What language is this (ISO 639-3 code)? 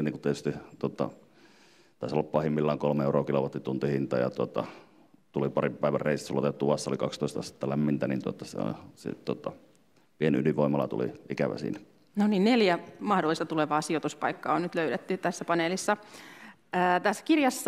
fin